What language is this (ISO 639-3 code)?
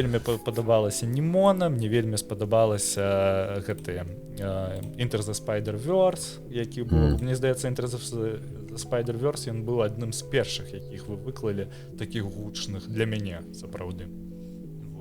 bel